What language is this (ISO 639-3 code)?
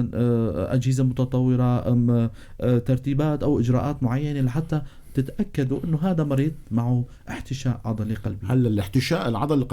apc